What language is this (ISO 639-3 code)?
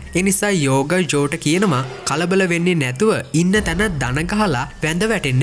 sin